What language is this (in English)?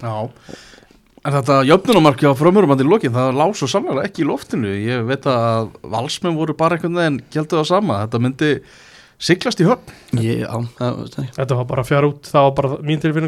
Icelandic